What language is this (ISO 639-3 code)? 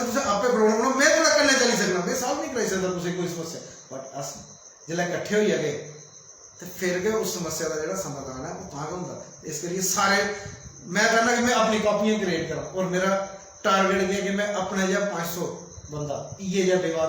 doi